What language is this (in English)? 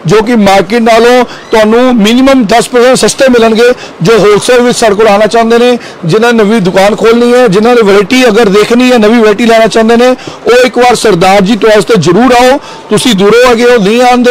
Punjabi